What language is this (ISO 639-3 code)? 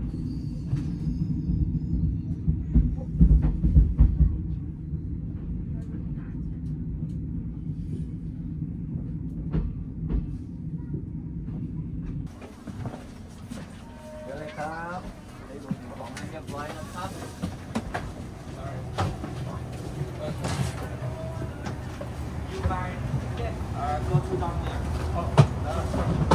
tha